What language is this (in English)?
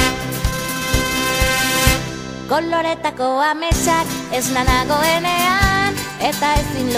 Basque